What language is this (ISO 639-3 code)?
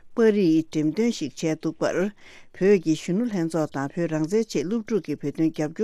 bod